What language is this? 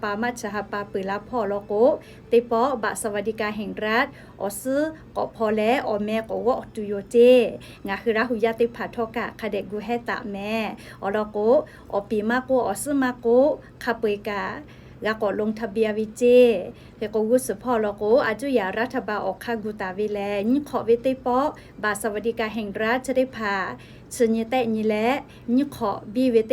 Lahu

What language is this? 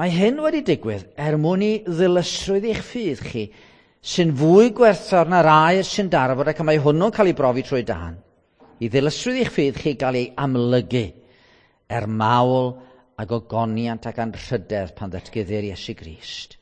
Welsh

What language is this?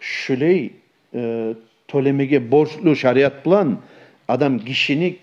Kumyk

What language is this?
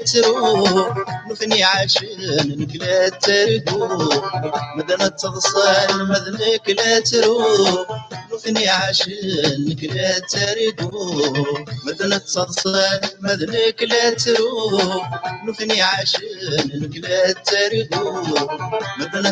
Kabyle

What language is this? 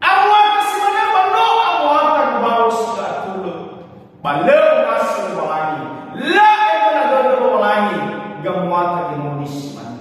Nias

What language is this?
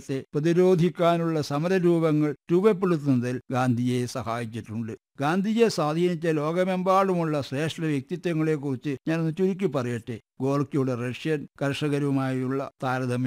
Malayalam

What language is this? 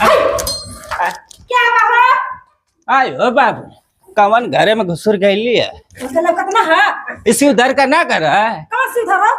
Bhojpuri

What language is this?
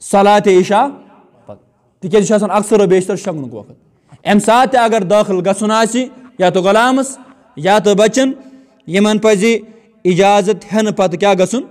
Kashmiri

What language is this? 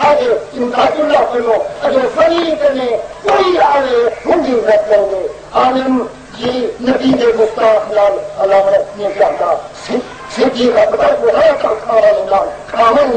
Saraiki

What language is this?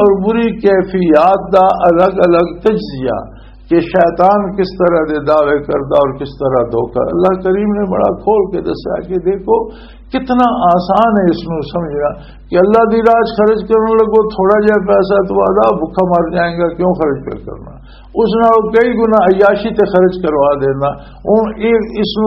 Western Panjabi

